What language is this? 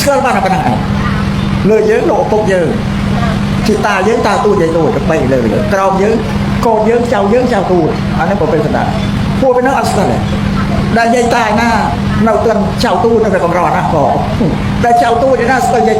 Khmer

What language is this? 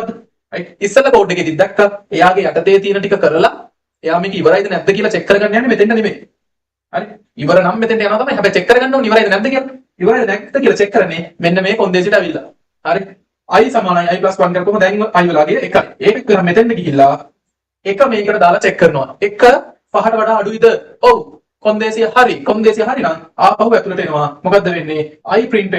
Sinhala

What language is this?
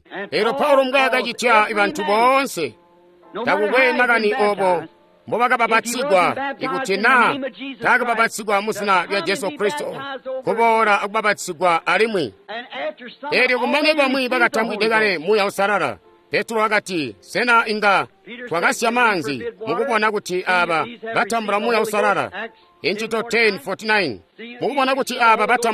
Tonga (Zambia)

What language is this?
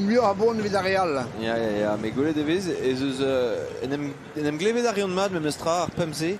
Breton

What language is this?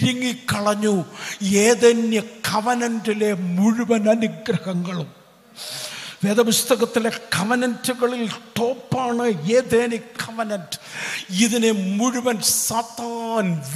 Malayalam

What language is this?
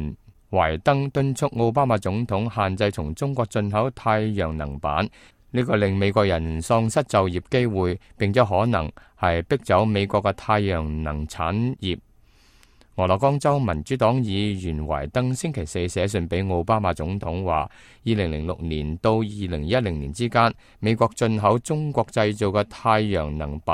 Cantonese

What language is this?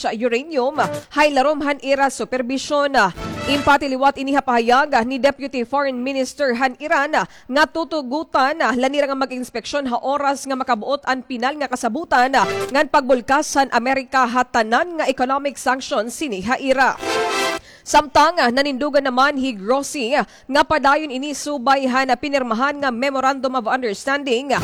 Waray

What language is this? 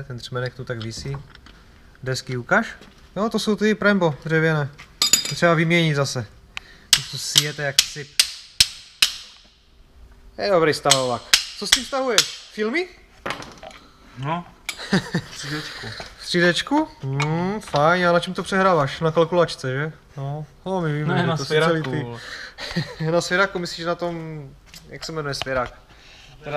Czech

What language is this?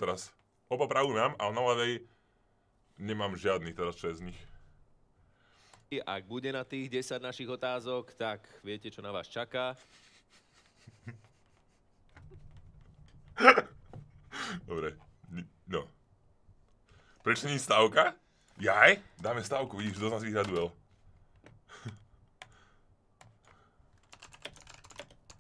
Slovak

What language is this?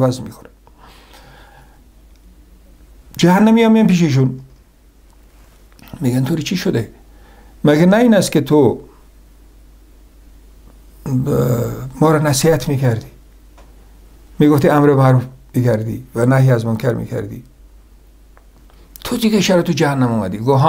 Persian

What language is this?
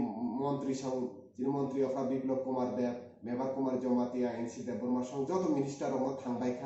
Kok Borok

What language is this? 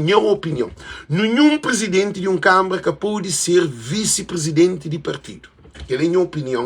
Kabuverdianu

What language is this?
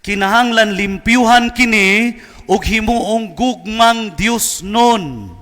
Cebuano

